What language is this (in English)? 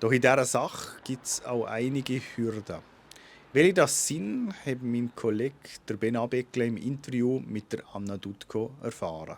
Swiss German